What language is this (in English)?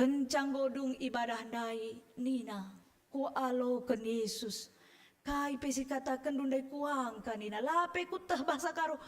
Batak Karo